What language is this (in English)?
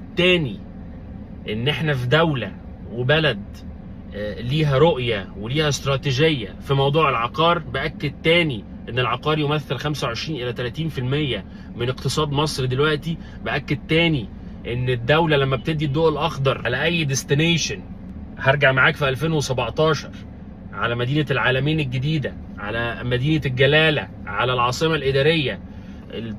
Egyptian Arabic